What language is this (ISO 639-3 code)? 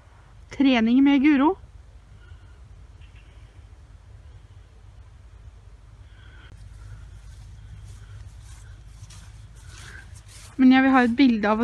nor